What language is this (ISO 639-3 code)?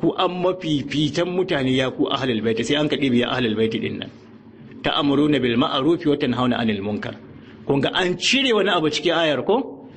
hau